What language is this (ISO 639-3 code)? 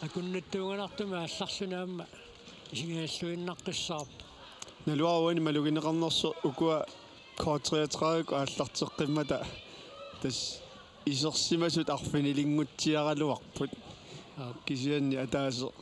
kal